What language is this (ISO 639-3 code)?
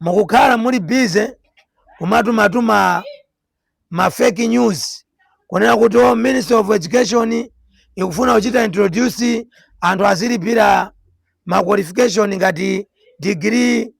nya